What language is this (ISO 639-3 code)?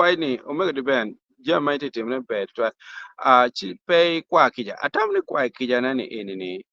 ach